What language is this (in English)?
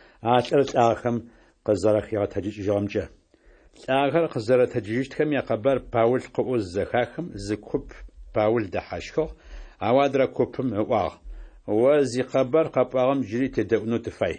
Adyghe